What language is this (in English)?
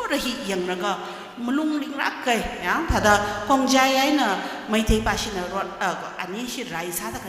Tangkhul Naga (India)